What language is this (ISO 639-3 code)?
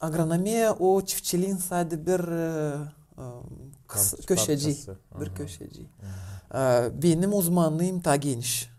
gag